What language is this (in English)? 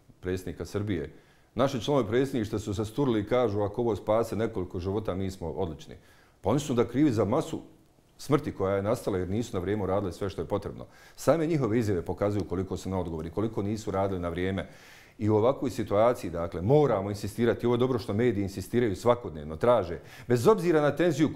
Bosnian